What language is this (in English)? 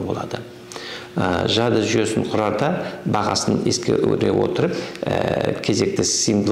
Kazakh